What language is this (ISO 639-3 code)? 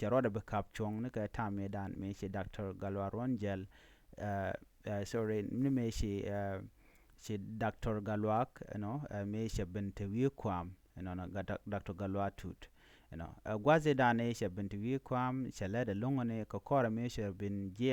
nus